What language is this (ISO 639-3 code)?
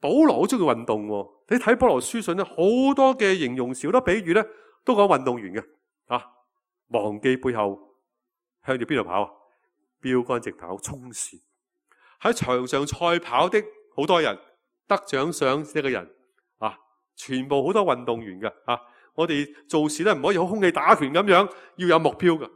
yue